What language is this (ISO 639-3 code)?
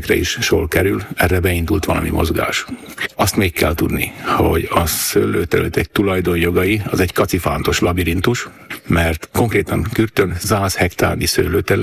hun